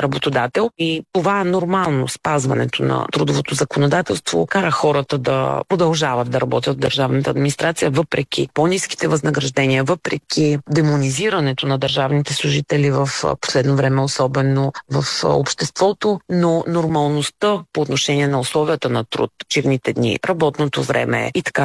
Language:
Bulgarian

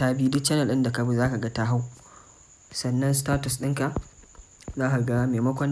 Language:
Hausa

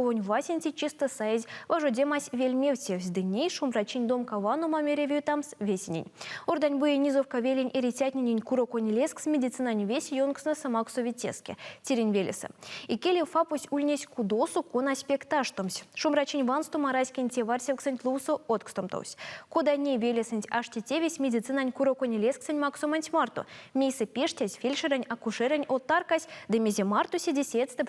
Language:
Erzya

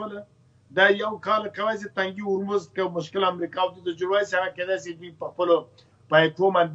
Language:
Pashto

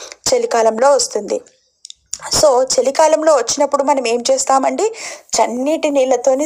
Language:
Telugu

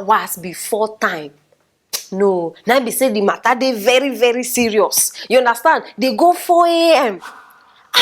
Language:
Nigerian Pidgin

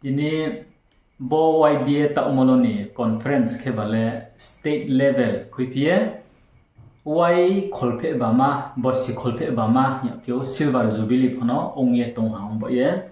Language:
Riang (India)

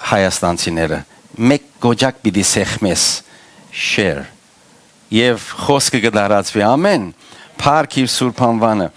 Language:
Western Armenian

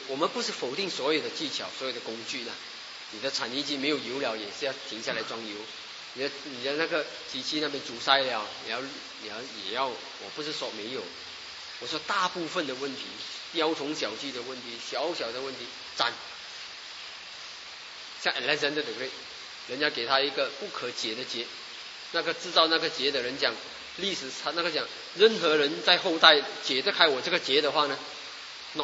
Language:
Chinese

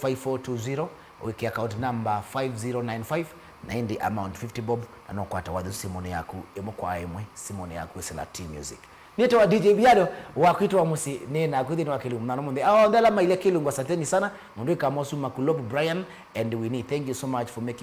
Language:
Kamba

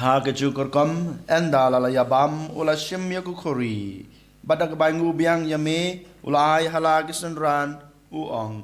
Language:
Khasi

